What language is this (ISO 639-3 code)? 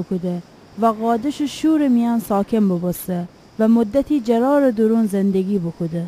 glk